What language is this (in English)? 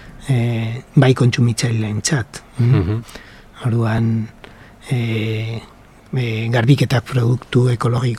Basque